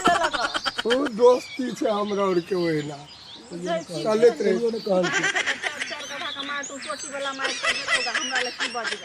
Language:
Maithili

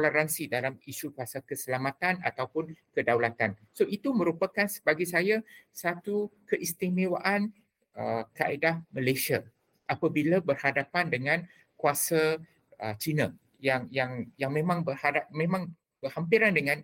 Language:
Malay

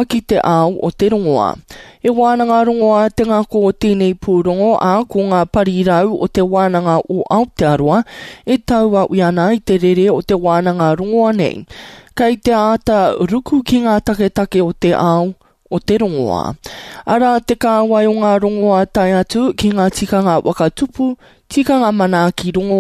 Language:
Māori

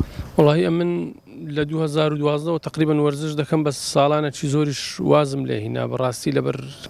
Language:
Central Kurdish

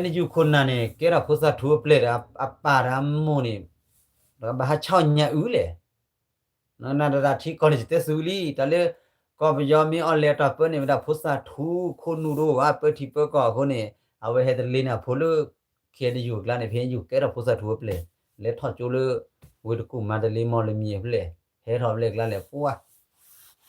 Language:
S'gaw Karen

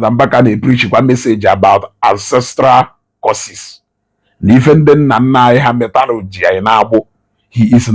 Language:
Igbo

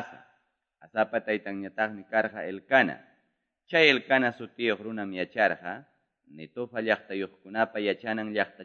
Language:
Quechua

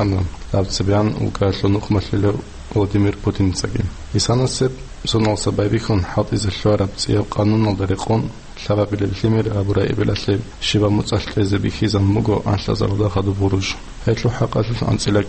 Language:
Avaric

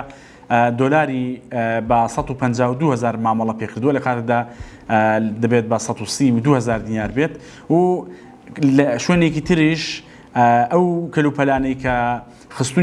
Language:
Central Kurdish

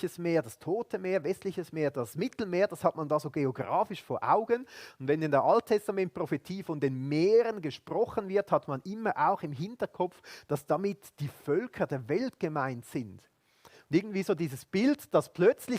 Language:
Swiss German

